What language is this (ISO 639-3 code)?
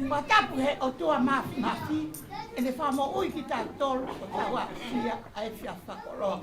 ton